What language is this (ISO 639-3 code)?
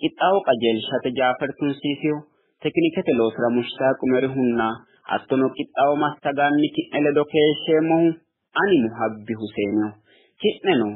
sid